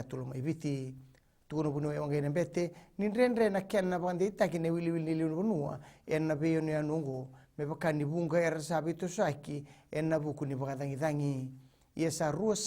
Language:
Fijian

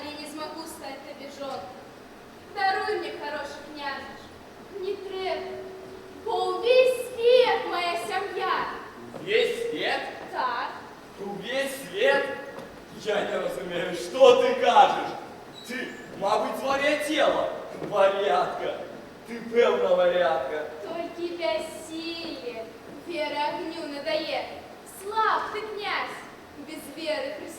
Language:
Belarusian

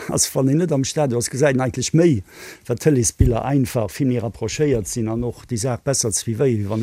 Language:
Luxembourgish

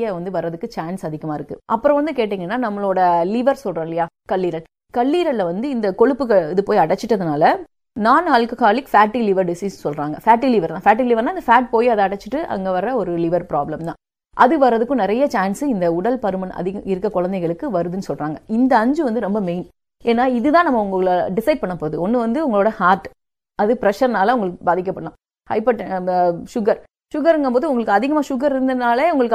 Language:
Tamil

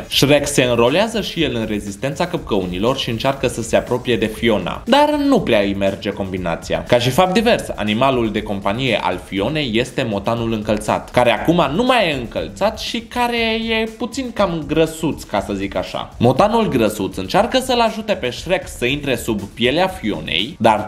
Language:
Romanian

